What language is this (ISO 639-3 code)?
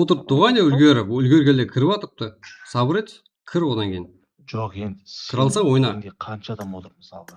kaa